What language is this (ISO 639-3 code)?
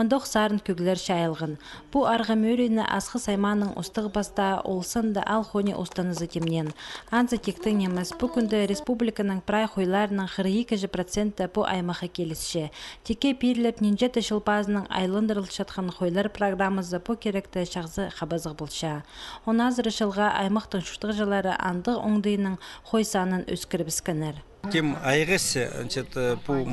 kjh